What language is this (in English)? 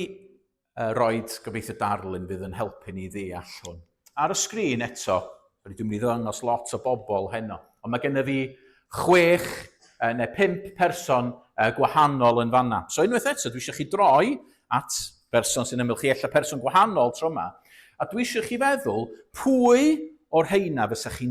Welsh